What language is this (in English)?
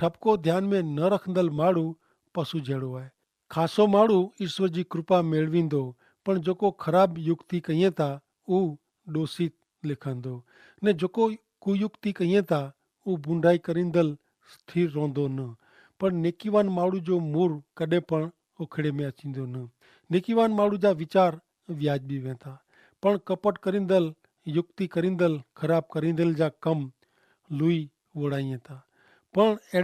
Kachhi